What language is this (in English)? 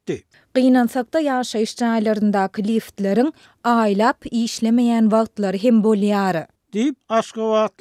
Turkmen